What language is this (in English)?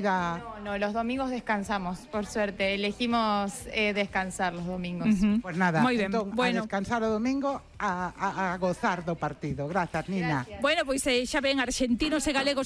Galician